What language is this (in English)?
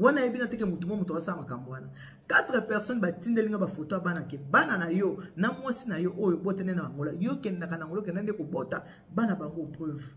Lingala